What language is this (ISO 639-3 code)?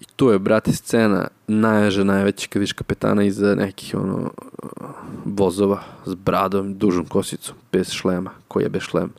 srp